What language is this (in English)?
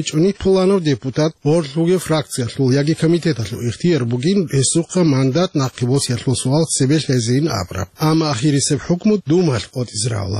Avaric